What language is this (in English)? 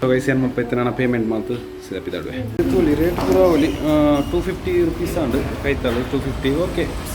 Tulu